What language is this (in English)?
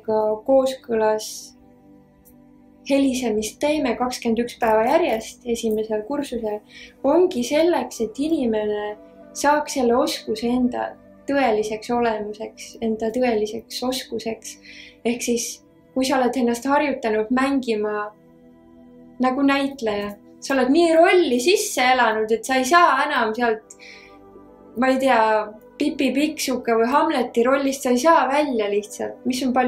Estonian